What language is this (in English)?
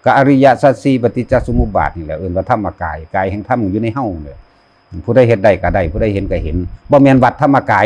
Northeastern Thai